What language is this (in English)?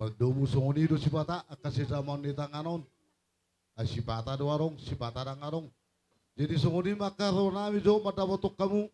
Batak Toba